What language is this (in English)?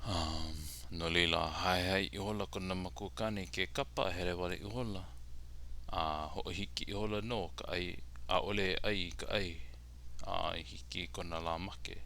Hawaiian